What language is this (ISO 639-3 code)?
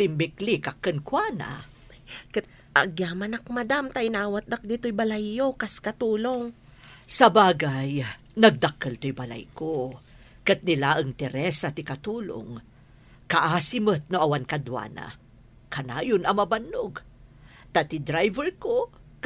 ilo